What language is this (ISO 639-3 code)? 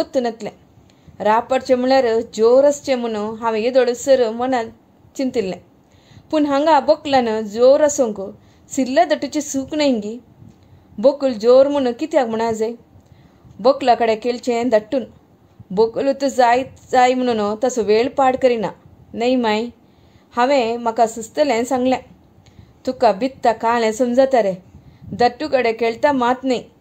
kok